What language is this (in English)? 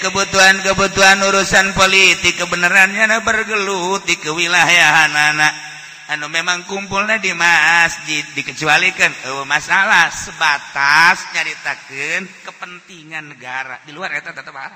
Sundanese